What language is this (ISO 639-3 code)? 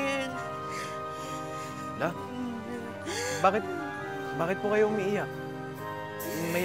fil